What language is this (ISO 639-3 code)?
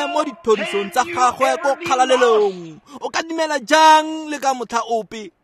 tsn